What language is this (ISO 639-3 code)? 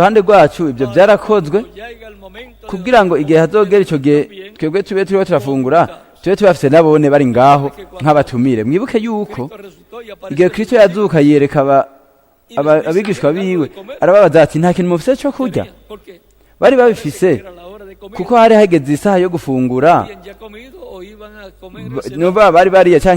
run